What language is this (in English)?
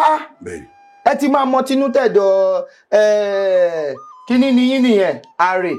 Yoruba